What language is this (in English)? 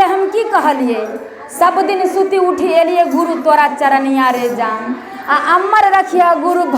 Maithili